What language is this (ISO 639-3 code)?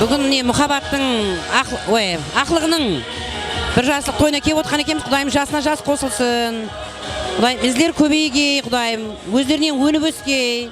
kaa